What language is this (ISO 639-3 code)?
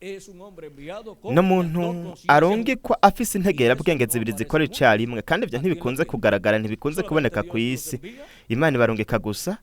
run